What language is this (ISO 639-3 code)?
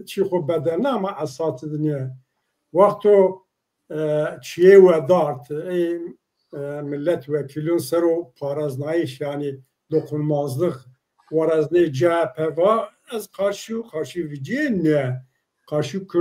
zza